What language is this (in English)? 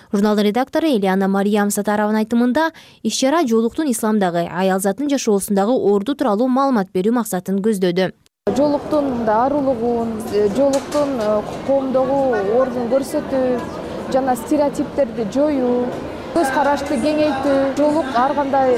Kyrgyz